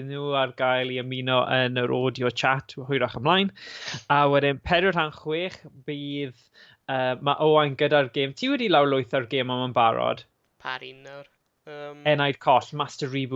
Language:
Welsh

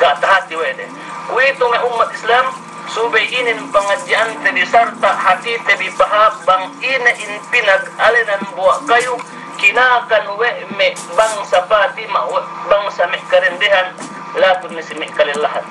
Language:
Yakan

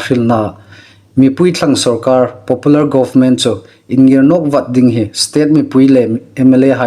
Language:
Hmar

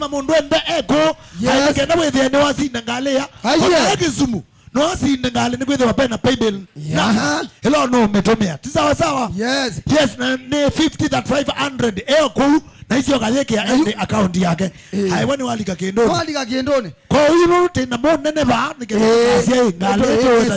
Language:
Kamba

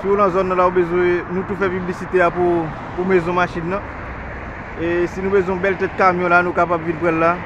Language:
Haitian Creole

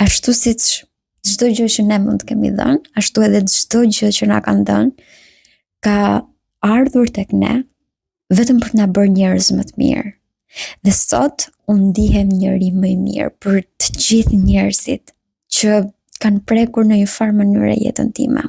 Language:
Albanian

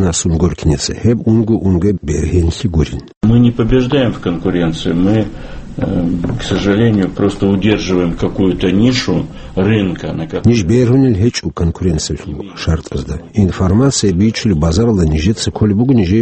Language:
Avaric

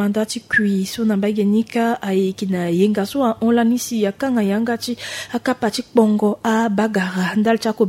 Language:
Sango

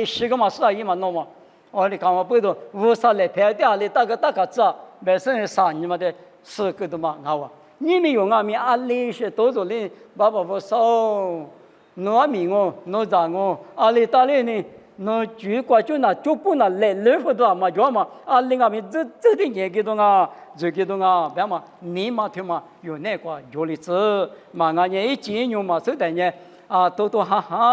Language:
Lisu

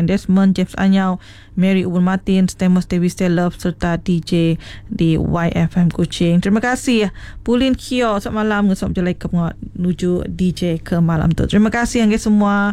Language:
Iban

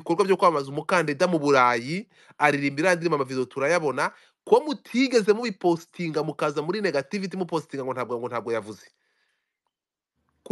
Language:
Kinyarwanda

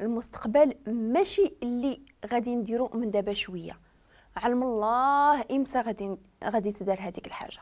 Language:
Moroccan Arabic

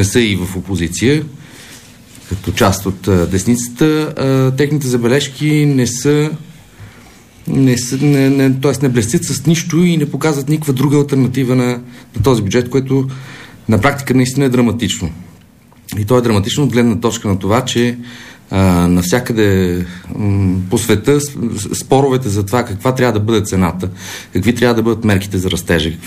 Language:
Bulgarian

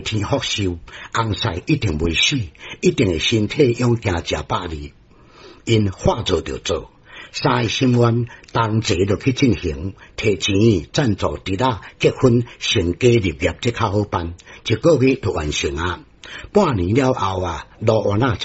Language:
Min Nan Chinese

